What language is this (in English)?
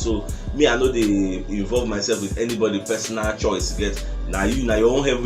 Nigerian Pidgin